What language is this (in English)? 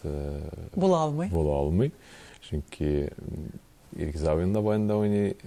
Tatar